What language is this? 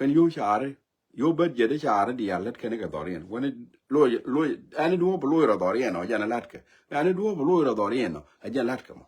Nuer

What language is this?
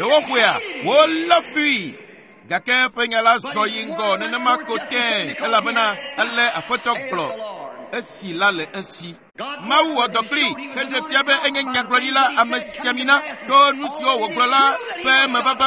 Ewe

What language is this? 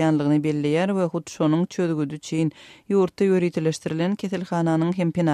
Turkmen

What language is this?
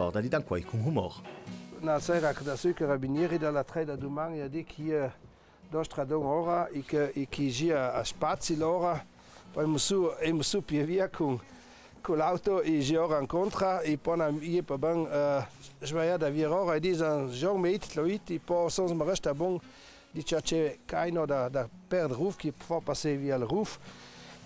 Ladin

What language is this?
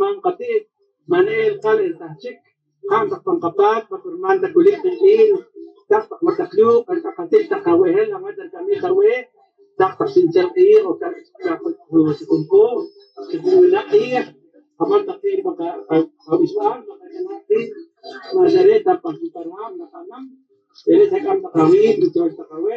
Poqomchi'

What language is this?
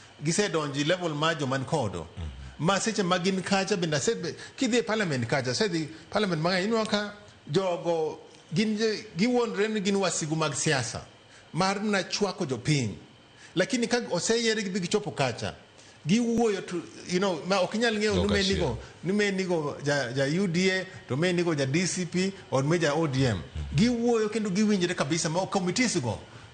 Luo (Kenya and Tanzania)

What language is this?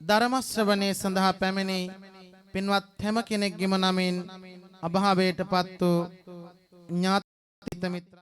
Sinhala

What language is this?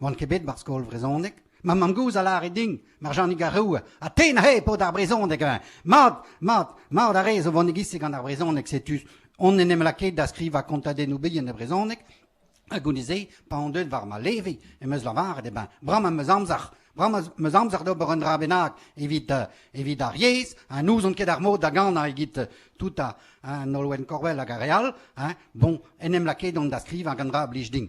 Breton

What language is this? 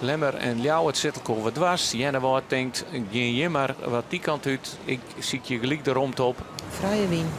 Western Frisian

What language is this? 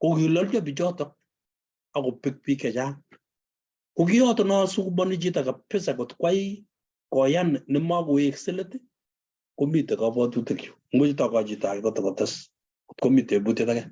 Kalenjin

